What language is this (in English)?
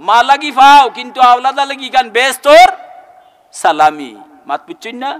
Sylheti